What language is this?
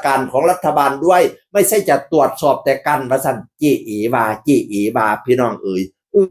Northeastern Thai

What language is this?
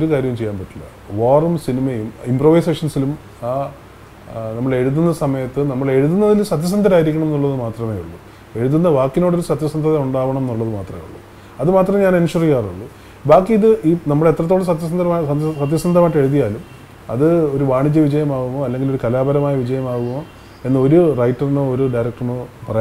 Malayalam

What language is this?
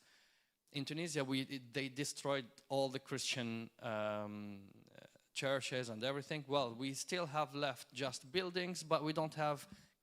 English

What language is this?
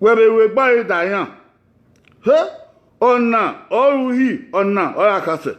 Bini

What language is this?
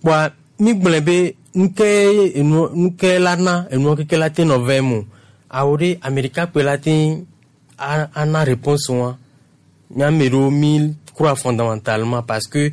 Gen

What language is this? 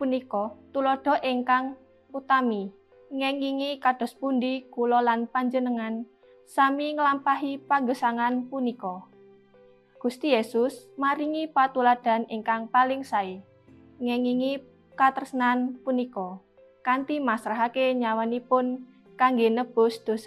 Javanese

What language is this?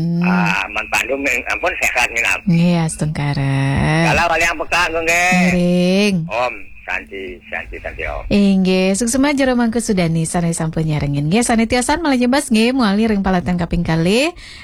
Balinese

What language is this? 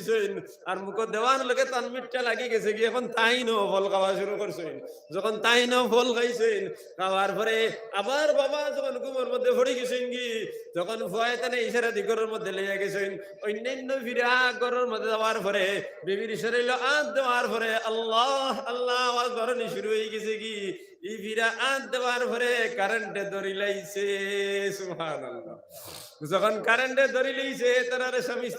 Sylheti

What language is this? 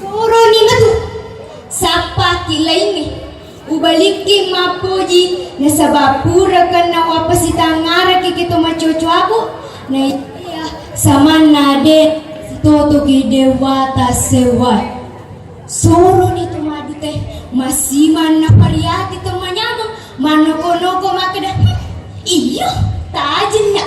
Buginese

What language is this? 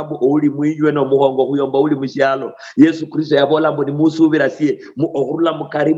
Luyia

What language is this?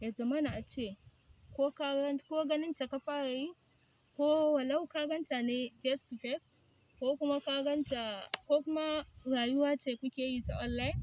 Hausa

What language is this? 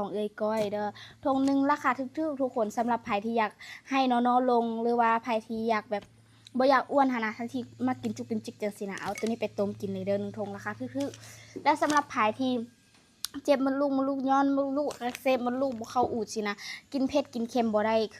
Lao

